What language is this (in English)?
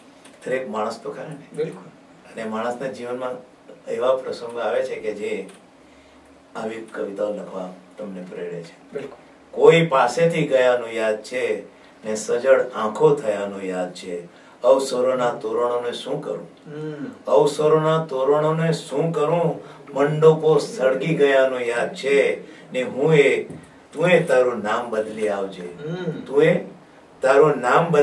Gujarati